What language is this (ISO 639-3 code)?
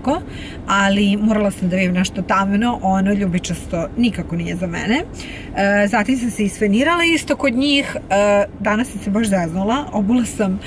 srp